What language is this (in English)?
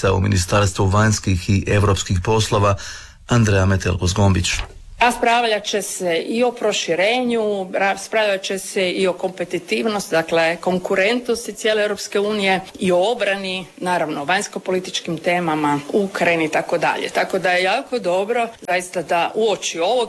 Croatian